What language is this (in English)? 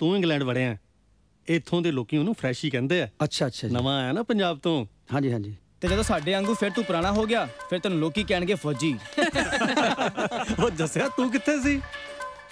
Punjabi